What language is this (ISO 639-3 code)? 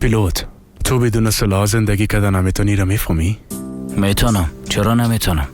fas